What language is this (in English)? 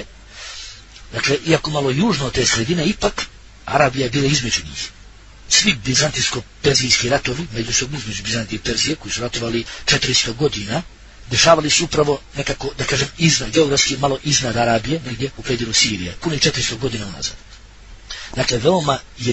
Bosnian